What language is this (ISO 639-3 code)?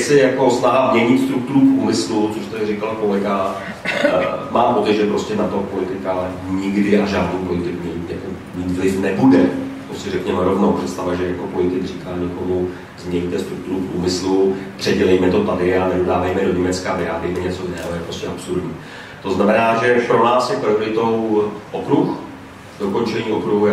ces